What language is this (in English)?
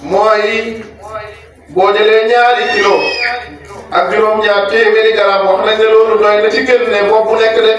Wolof